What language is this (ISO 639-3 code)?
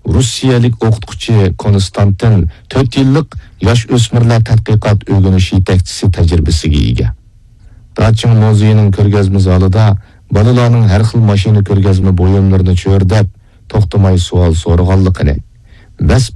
uig